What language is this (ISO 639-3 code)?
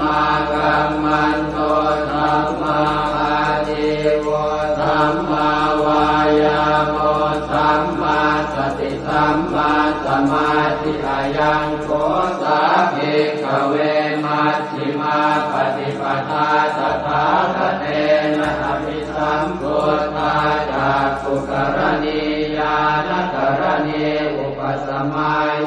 pli